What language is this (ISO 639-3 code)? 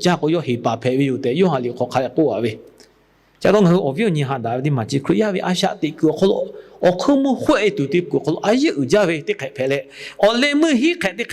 lhu